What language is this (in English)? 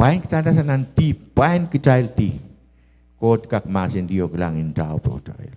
Pohnpeian